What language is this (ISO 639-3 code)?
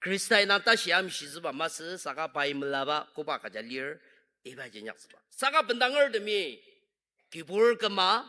njo